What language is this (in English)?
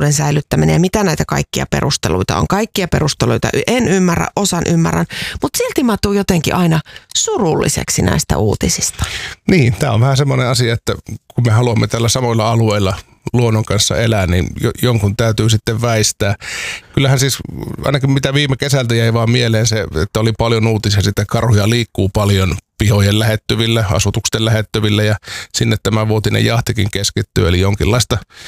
Finnish